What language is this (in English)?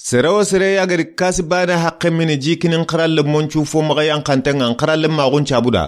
Soninke